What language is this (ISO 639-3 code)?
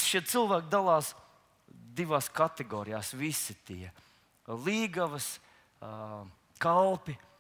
lav